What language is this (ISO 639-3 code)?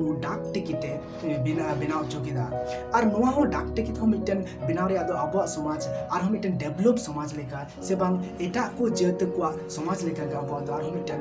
sat